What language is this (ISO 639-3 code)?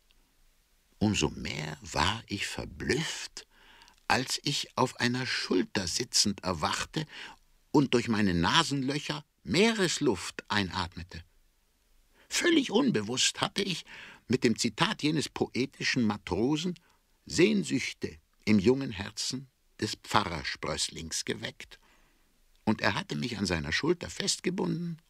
deu